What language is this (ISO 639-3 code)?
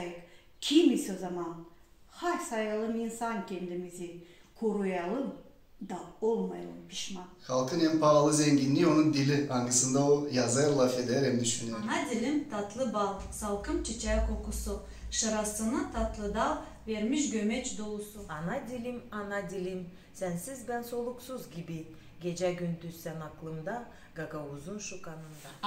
gag